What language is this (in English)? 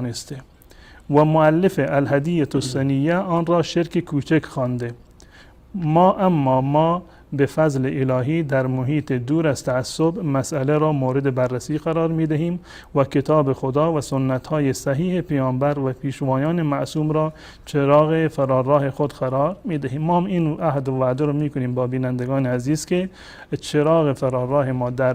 Persian